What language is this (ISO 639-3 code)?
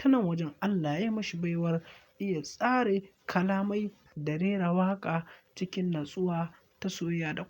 hau